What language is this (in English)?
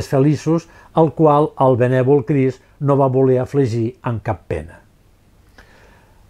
Catalan